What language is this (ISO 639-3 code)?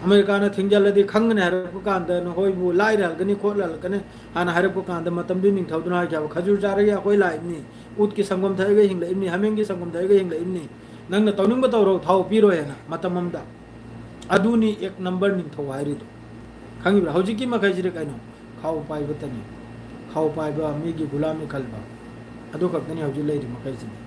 mni